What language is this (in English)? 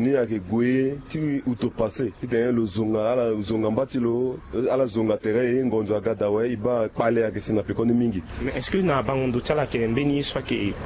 Sango